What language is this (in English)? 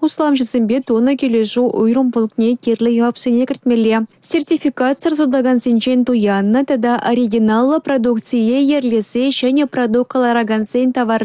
Chuvash